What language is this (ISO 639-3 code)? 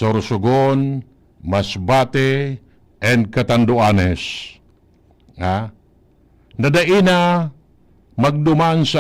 bik